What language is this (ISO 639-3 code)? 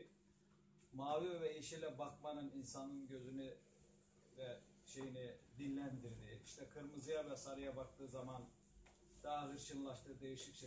tur